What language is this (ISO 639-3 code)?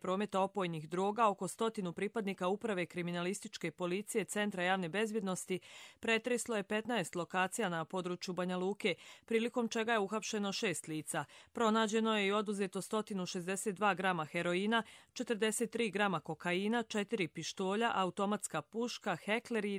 hrv